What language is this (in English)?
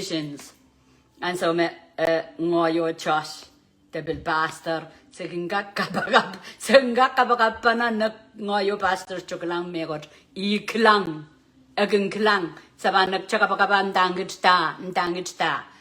Pohnpeian